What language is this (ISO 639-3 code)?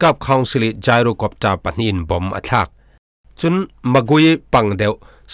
cfm